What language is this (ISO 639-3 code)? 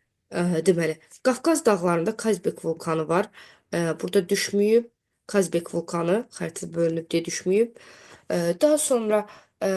aze